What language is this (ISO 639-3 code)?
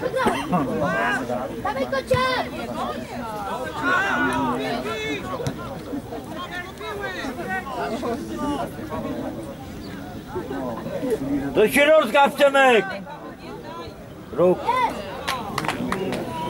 pol